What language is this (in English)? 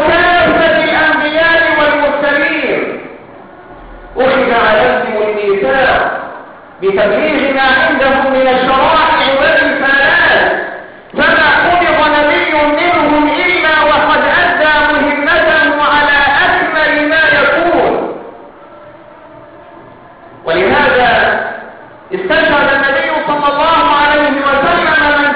Arabic